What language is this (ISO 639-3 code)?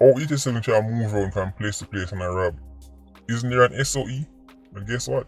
jam